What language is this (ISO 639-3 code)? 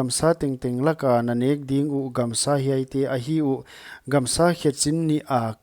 pck